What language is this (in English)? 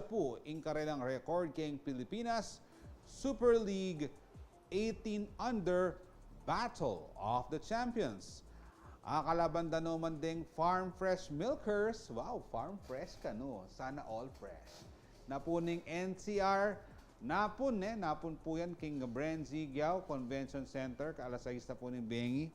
Pampanga